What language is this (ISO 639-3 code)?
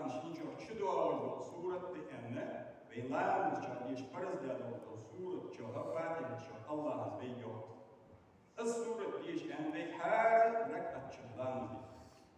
inh